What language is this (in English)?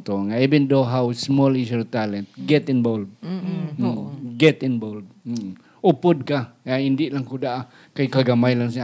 Hiligaynon